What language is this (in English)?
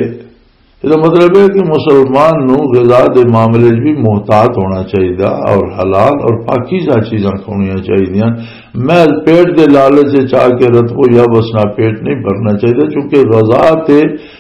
Western Panjabi